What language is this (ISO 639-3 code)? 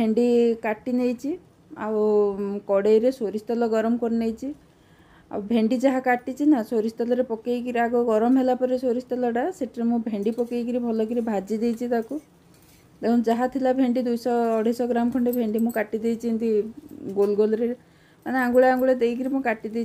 ori